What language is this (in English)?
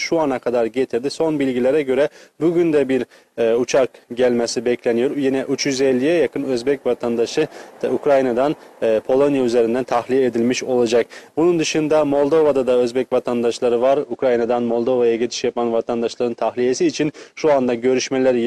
Turkish